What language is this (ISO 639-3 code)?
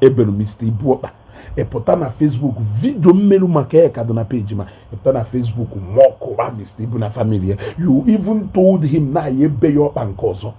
ibo